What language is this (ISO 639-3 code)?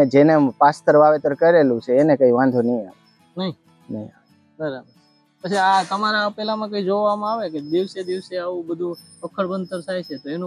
guj